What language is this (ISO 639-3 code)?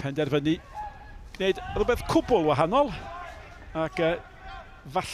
cym